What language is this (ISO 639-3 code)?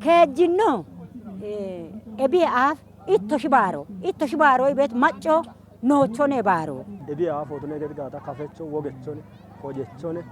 kbr